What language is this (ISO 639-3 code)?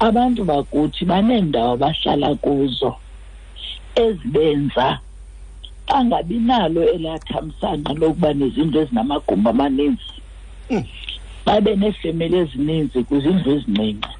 xho